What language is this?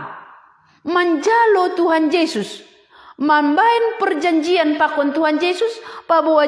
Batak Simalungun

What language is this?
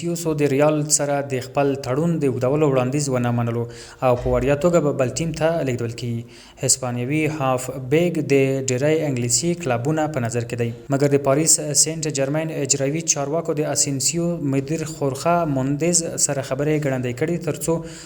Pashto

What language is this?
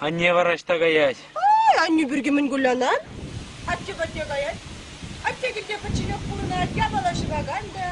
Chuvash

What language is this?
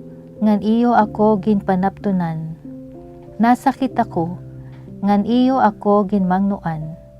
Waray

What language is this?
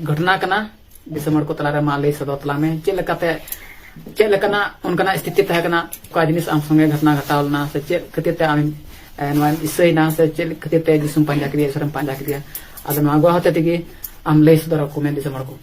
Santali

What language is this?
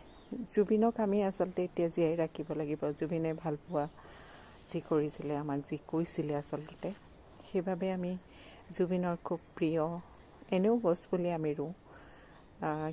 Assamese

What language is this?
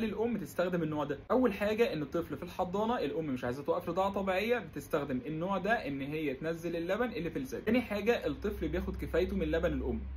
Egyptian Arabic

